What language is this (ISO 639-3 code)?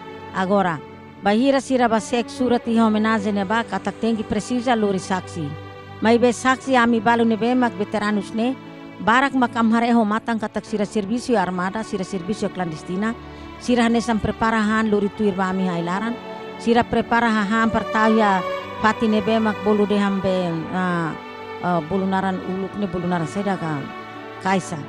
tet